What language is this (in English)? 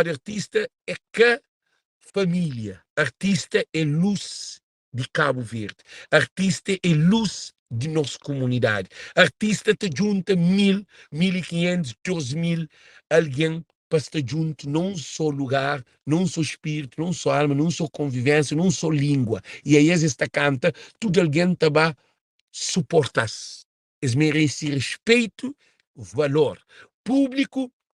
Kabuverdianu